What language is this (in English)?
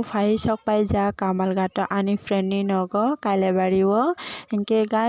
Kok Borok